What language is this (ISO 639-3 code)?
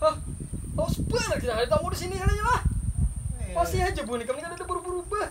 bjn